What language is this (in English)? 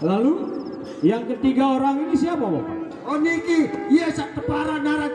Sasak